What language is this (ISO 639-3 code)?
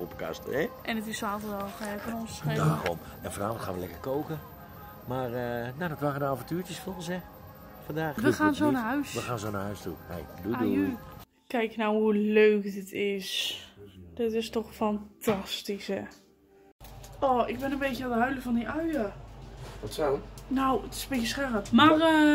nld